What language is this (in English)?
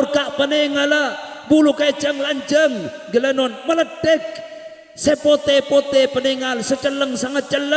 Madurese